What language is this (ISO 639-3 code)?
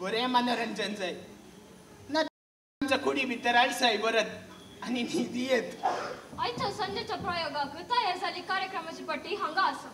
kok